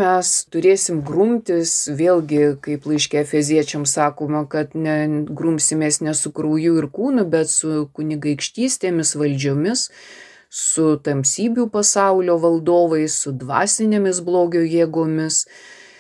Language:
Lithuanian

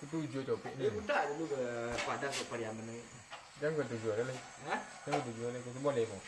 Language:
Minangkabau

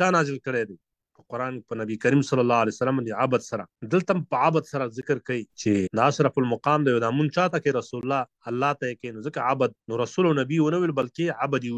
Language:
Pashto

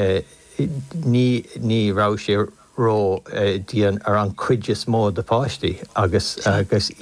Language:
Irish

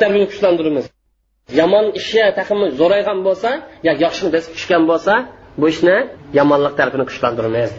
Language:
Uyghur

